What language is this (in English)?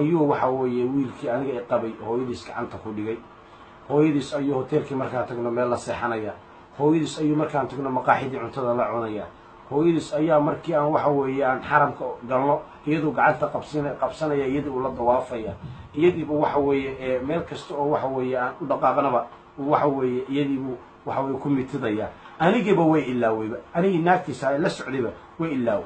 Somali